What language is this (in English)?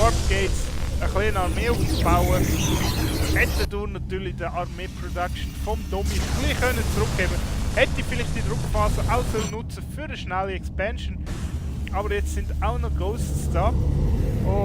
Swiss German